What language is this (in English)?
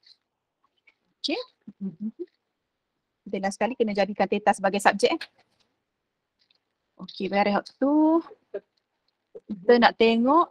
Malay